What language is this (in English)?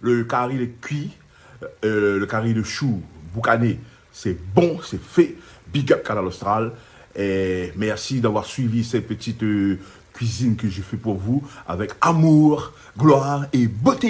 Réunion Creole French